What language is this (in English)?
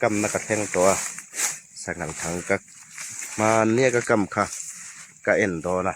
Hmar